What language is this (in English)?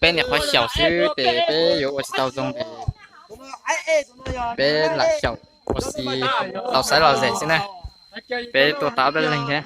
Hmong